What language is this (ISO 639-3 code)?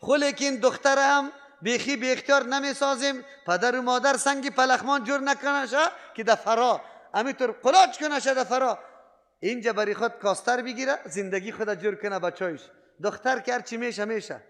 fas